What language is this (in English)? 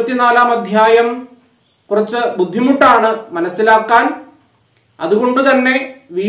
Malayalam